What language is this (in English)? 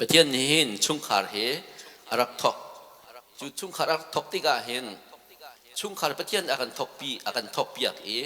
Hakha Chin